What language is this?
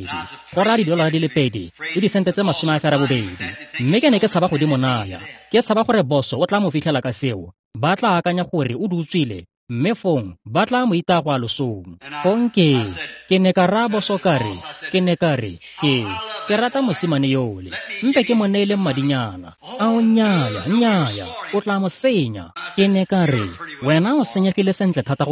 Tswana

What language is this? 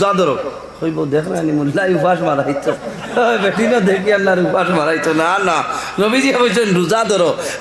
Sylheti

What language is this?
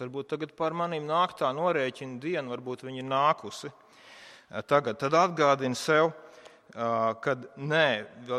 Latvian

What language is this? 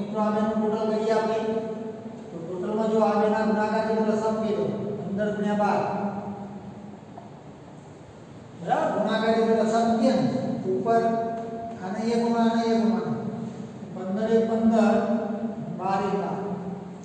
Gujarati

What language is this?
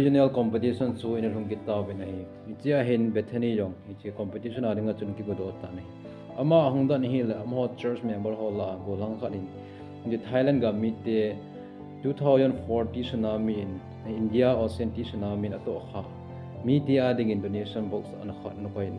Thado Chin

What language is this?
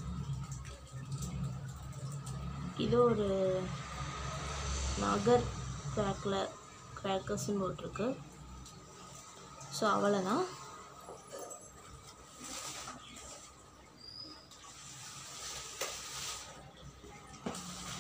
Tamil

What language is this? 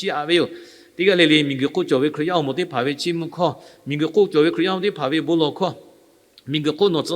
Lahu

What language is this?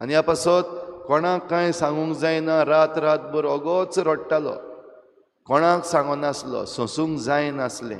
Konkani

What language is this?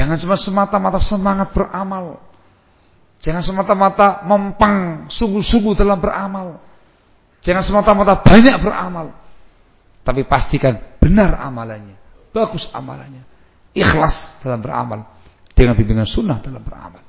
Indonesian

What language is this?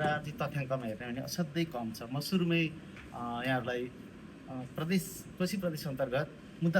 Nepali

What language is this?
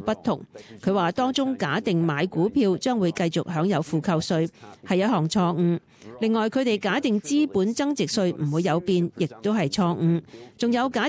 Cantonese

